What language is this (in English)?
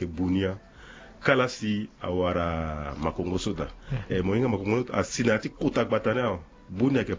Sango